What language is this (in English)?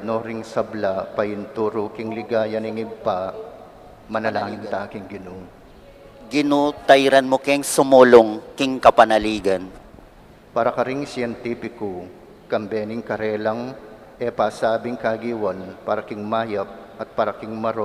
Pampanga